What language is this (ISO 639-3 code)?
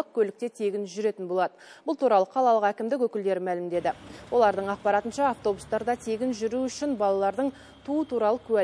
kaz